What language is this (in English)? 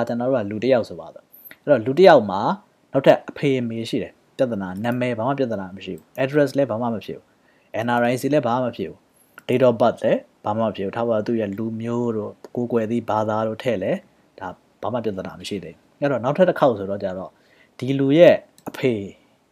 Burmese